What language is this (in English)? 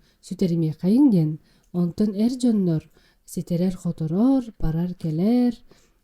Yakut